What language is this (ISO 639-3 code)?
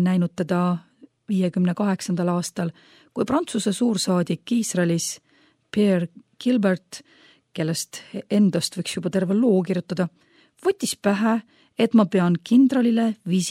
est